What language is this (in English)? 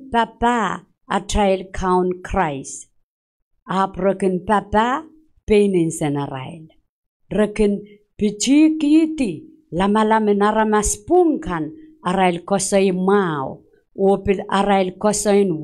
Pohnpeian